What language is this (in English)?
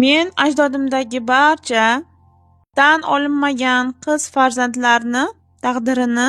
Uzbek